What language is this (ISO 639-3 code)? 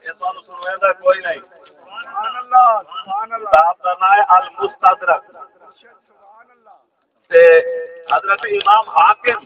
skr